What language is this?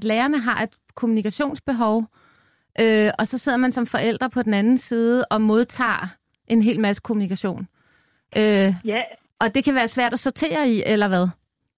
Danish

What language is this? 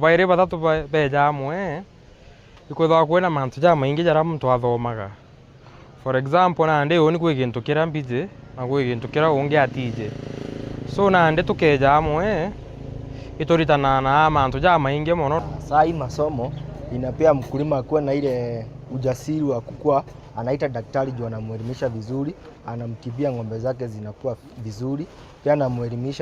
Meru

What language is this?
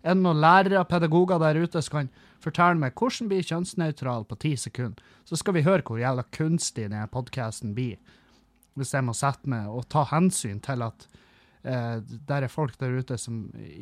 Norwegian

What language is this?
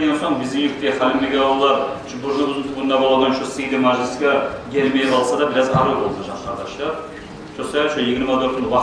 Kumyk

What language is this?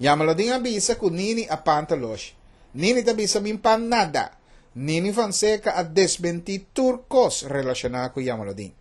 Papiamento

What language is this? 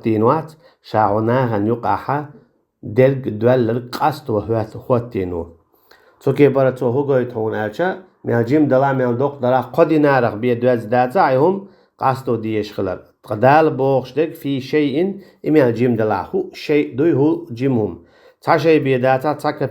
Chechen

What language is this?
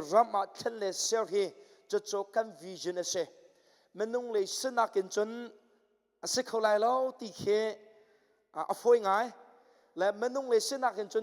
Hakha Chin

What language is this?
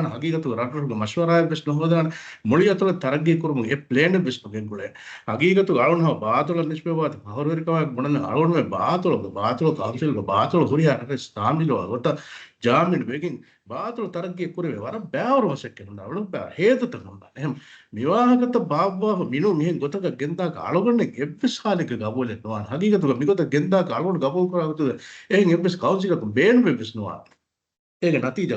Divehi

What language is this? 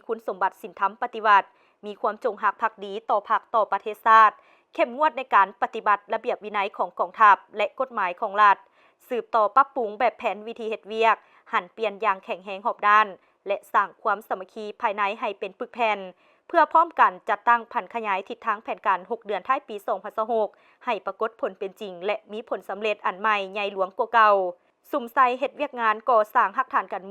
Lao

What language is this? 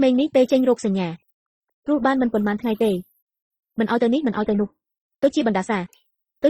Khmer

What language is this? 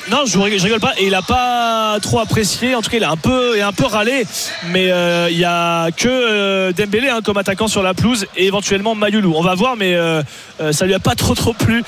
French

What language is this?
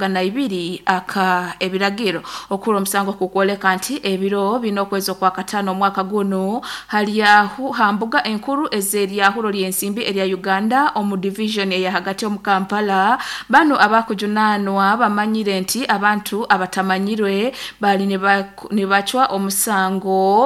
Nyoro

